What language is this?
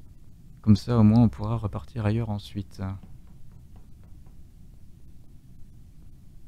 French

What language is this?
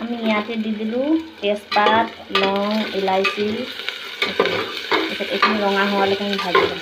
Assamese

